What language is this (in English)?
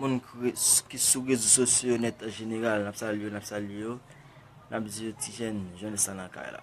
Haitian Creole